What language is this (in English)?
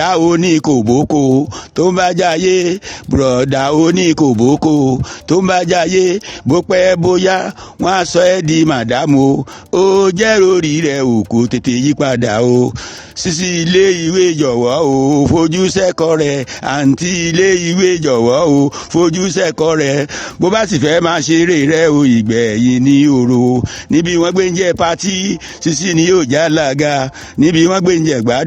Yoruba